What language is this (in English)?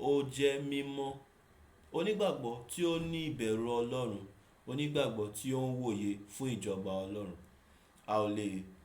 Yoruba